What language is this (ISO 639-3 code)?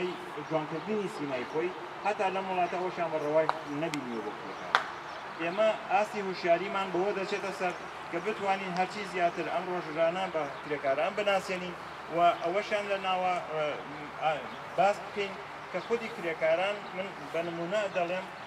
ckb